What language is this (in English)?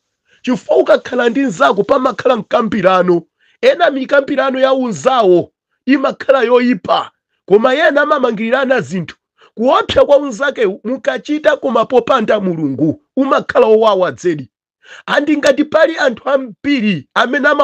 Nyanja